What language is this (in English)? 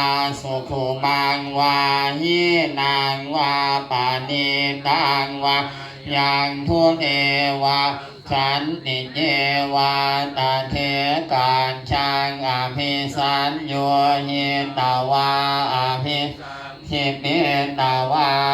Pali